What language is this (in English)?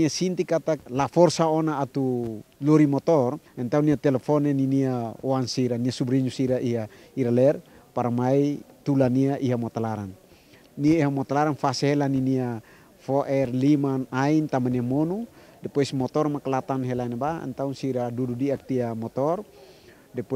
Tetum